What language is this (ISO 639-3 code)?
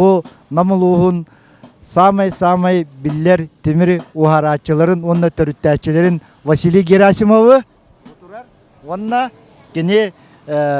sah